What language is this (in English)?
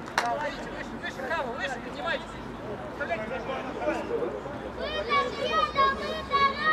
Russian